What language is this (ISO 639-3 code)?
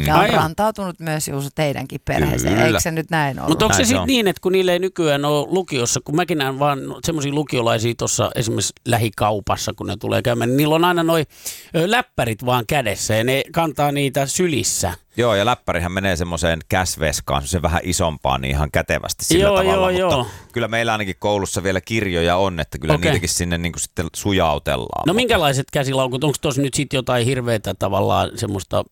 fin